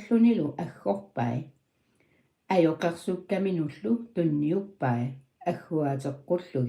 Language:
Kalaallisut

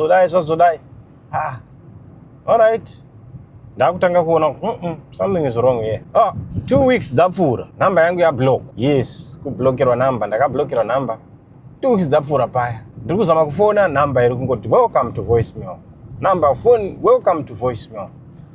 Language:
Shona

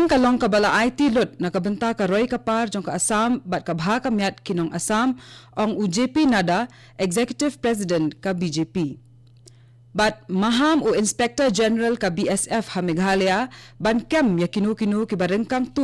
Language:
Khasi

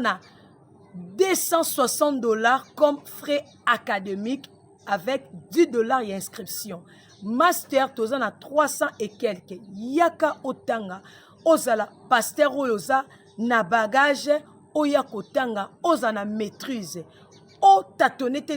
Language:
Lingala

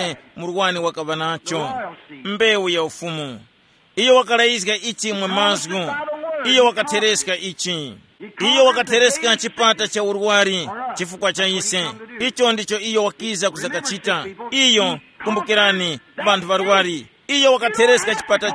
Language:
Tumbuka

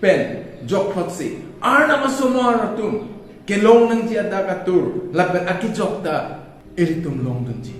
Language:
Karbi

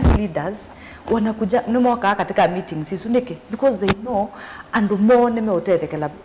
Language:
Kamba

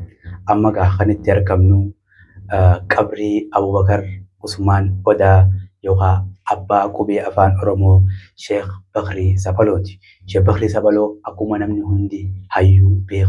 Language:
Oromo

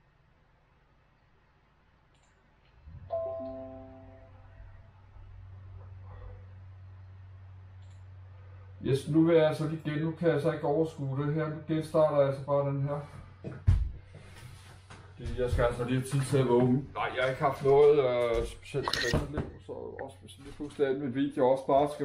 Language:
Danish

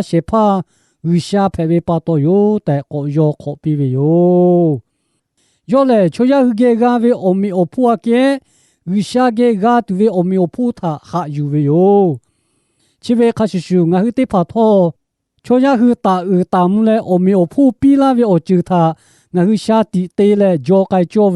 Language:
Lahu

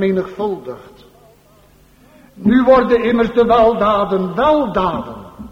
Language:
Dutch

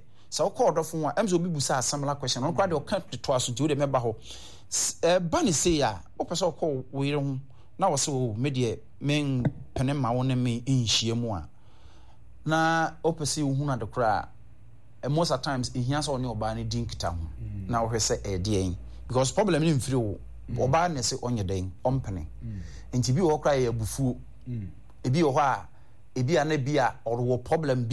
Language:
Akan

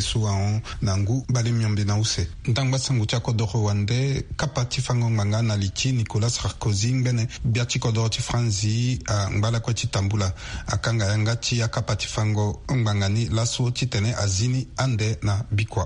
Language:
Sango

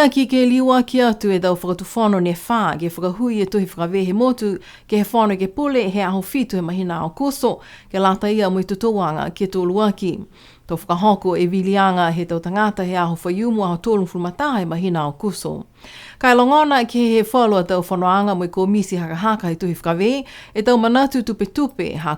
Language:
Niuean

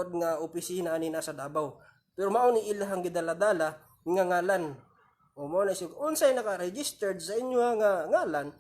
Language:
Cebuano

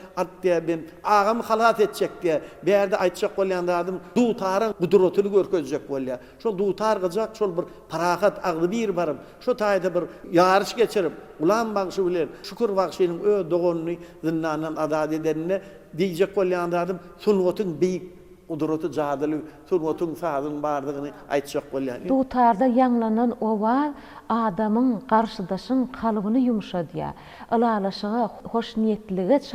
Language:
Turkmen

